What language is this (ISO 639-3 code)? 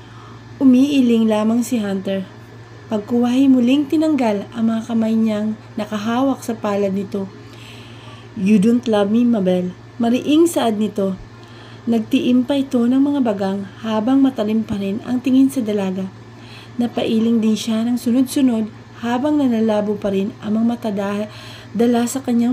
fil